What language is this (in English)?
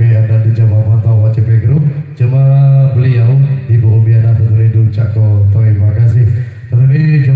Lampung Api